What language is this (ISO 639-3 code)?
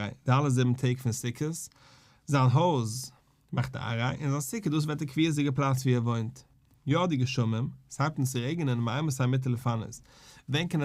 yid